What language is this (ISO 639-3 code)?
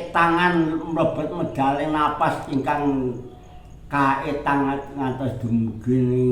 jav